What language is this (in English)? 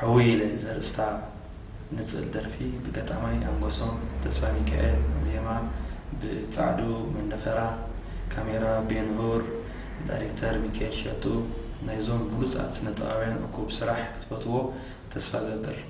Tigrinya